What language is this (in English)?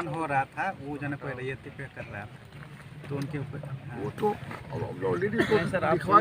Santali